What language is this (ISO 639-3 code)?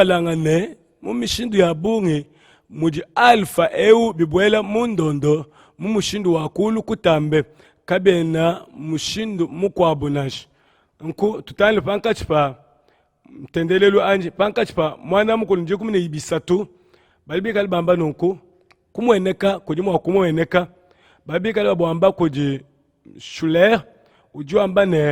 lua